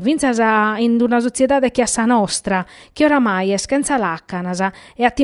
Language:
Sardinian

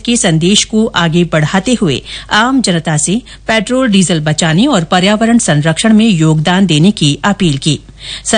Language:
Hindi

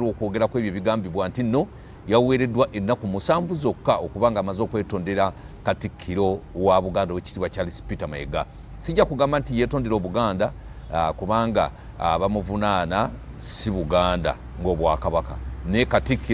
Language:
Ganda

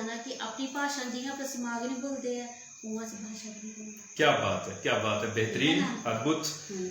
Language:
Dogri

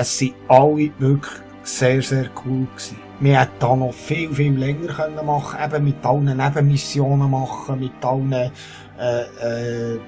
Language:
Swiss German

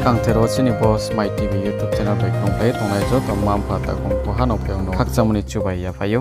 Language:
Riang (India)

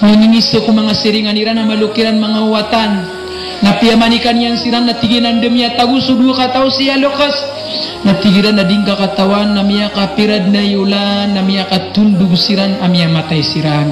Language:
Maranao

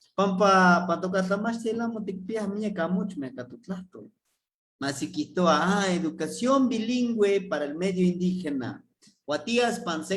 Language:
Eastern Huasteca Nahuatl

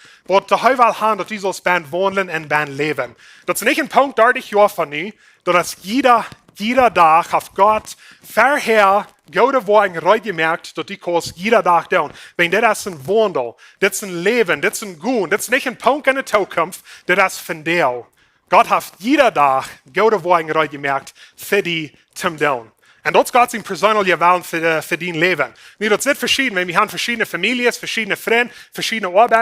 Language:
Plautdietsch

